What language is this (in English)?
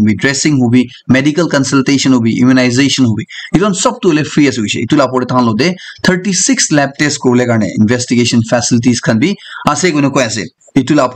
Naga Pidgin